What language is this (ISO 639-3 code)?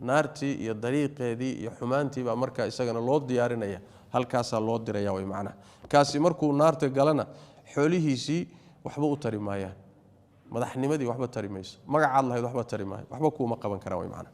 som